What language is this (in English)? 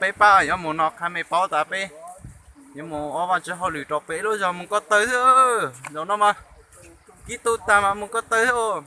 Hmong